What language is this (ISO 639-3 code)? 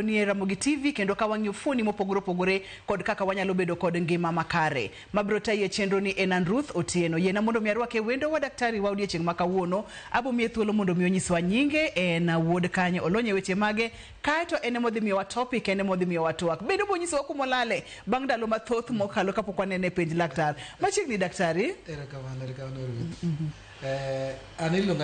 luo